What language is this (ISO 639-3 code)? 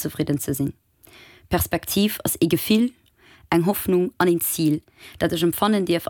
ltz